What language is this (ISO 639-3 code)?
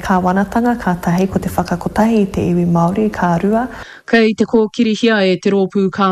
mri